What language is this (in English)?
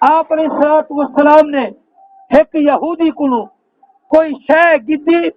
Saraiki